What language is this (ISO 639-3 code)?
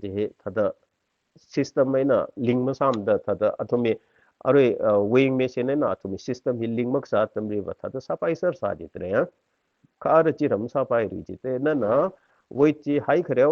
nmf